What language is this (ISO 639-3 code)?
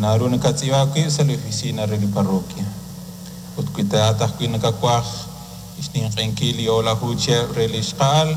kek